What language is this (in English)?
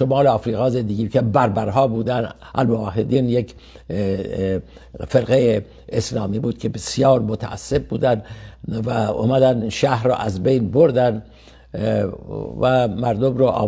Persian